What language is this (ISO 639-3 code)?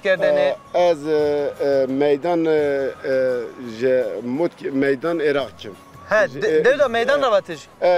zza